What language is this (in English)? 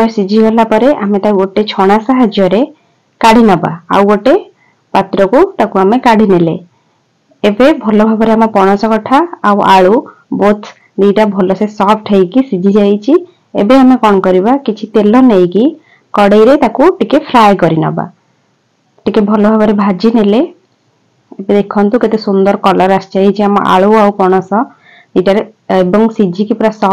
Odia